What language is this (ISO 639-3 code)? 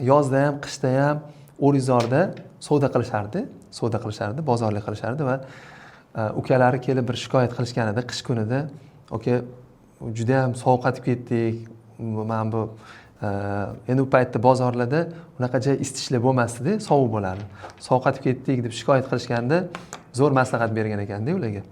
uzb